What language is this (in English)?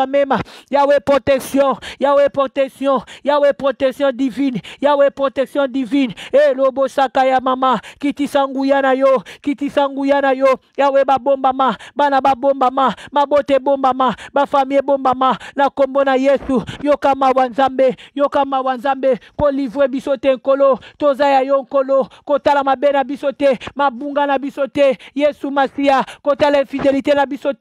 Lingala